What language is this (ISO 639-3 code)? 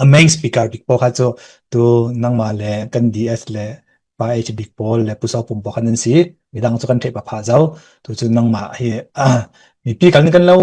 cfm